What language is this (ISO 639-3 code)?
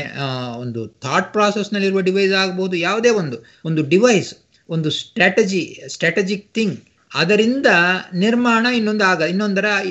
kan